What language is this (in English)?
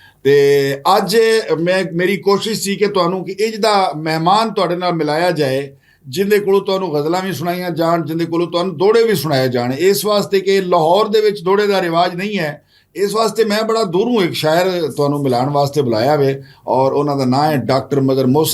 Western Panjabi